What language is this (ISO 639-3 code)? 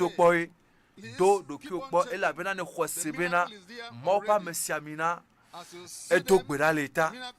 ewe